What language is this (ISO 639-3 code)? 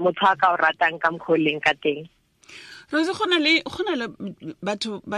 tsn